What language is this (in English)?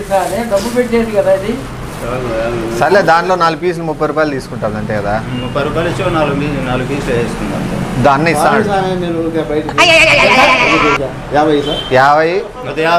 Telugu